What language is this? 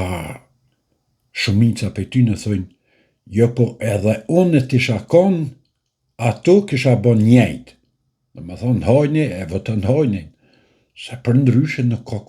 Albanian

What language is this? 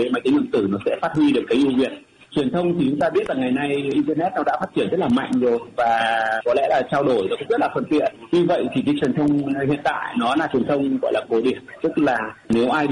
Vietnamese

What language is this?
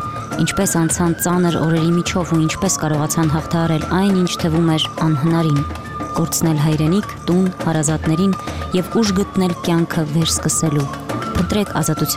Armenian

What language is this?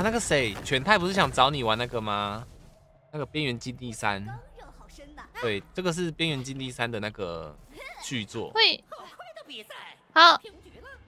Chinese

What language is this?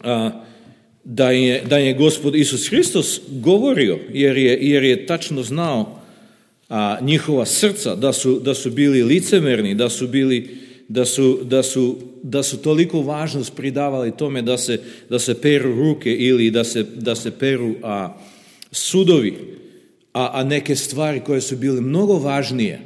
Serbian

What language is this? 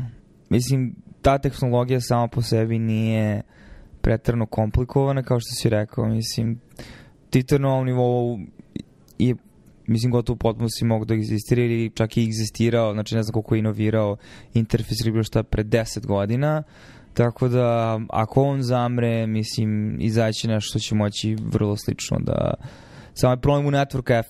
Serbian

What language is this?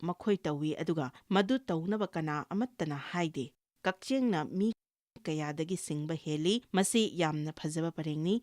Manipuri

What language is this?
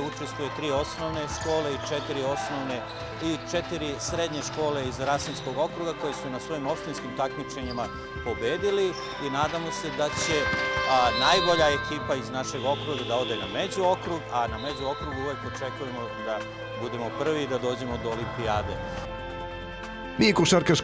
Serbian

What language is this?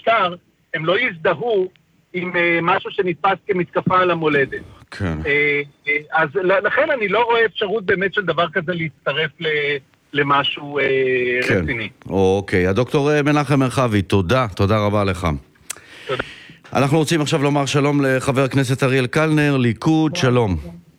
Hebrew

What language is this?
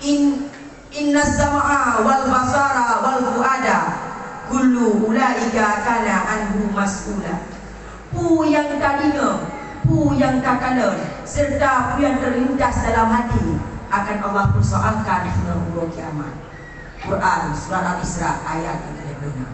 Achinese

